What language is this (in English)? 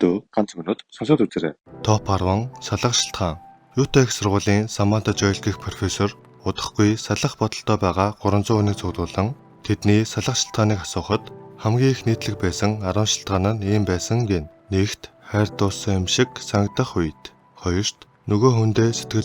Mongolian